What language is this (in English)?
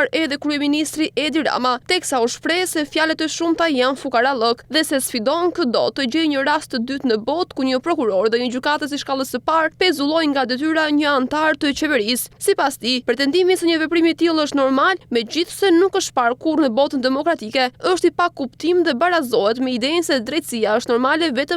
Albanian